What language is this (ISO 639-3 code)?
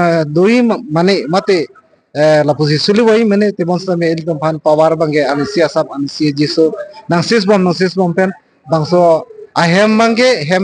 mjw